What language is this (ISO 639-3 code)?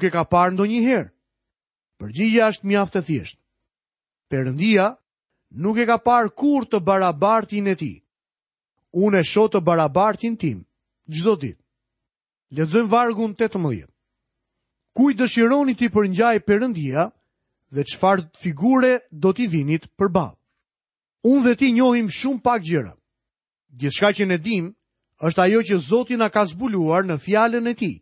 sqi